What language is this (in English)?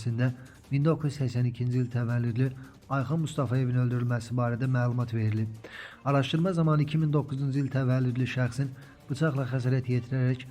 Azerbaijani